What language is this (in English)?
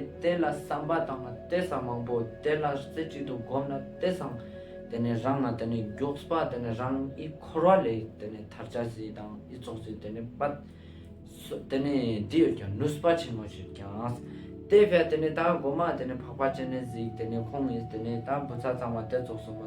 Ladakhi